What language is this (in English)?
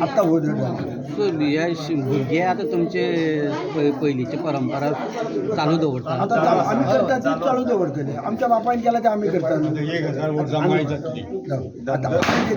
Konkani